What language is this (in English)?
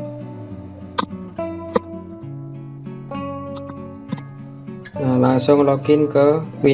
Indonesian